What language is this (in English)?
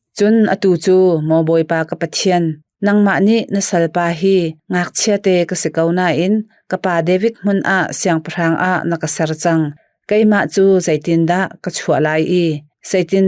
Hakha Chin